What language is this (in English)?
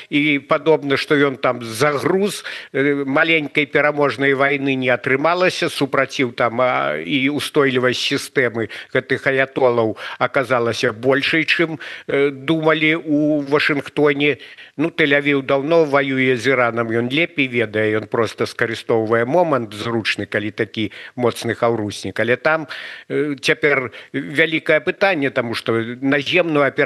Belarusian